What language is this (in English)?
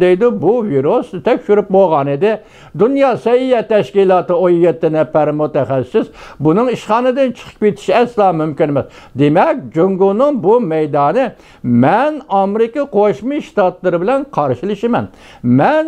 Uyghur